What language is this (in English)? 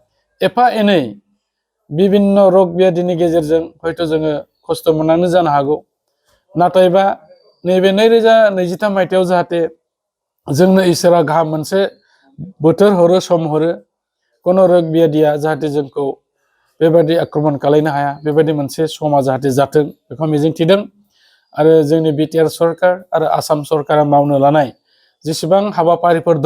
Bodo